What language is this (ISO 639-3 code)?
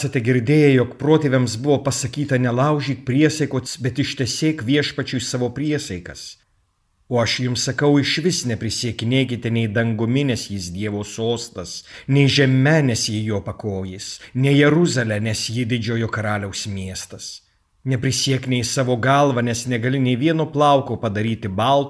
lit